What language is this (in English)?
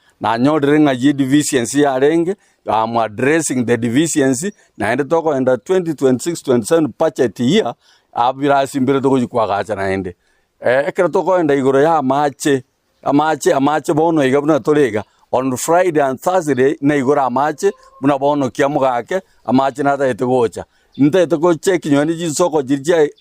Gusii